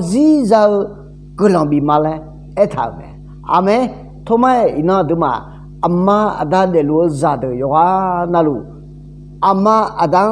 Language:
Akha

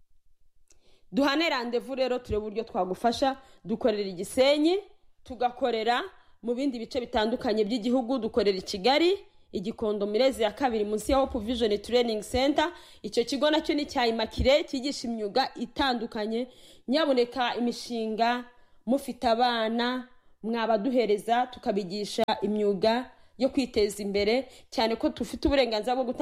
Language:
Kinyarwanda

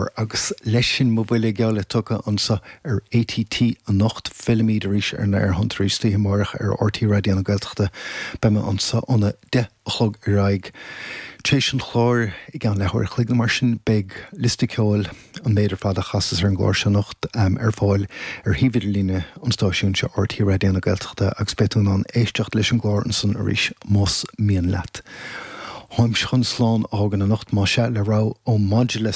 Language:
Irish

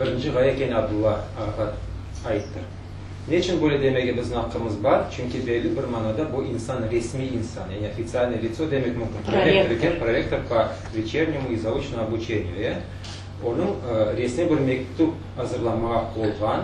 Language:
Crimean Tatar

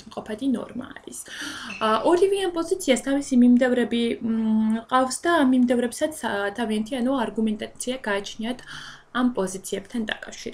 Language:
Georgian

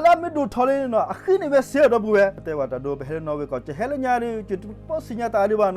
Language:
S'gaw Karen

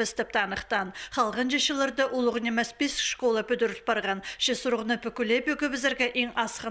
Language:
Khakas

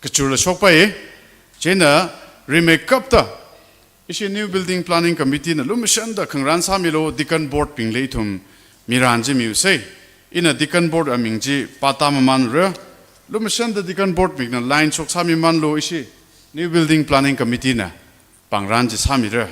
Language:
Tangkhul Naga (India)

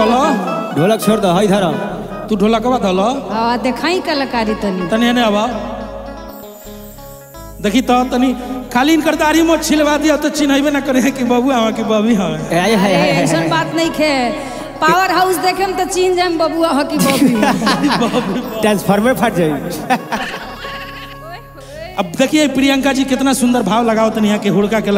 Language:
Bhojpuri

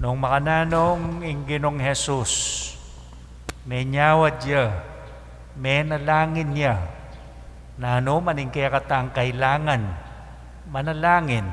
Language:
Pampanga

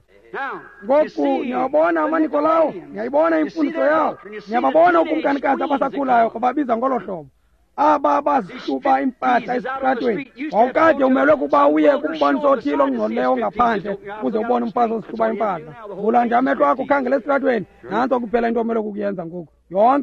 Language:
Xhosa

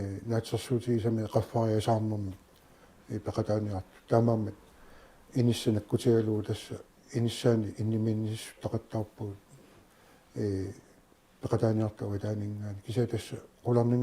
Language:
Kalaallisut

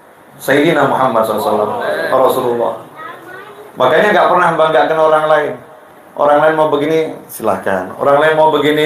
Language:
Indonesian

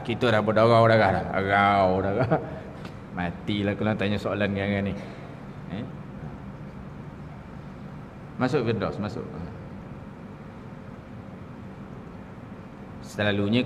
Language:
Malay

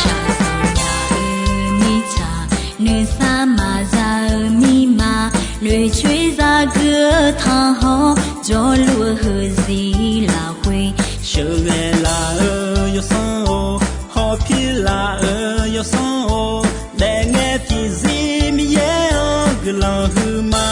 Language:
Akha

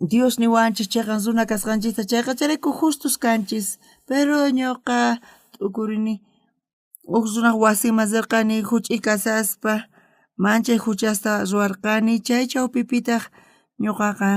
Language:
South Bolivian Quechua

